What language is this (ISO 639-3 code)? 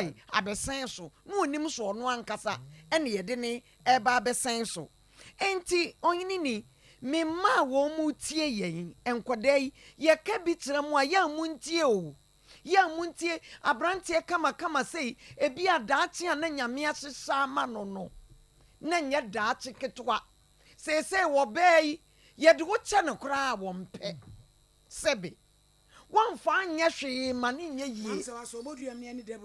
aka